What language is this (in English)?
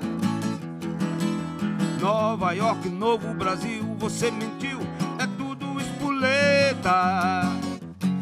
Portuguese